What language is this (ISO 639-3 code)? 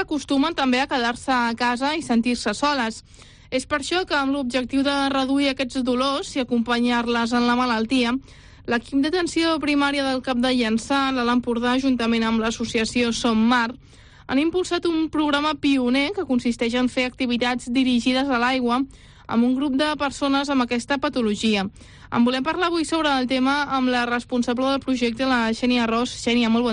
cat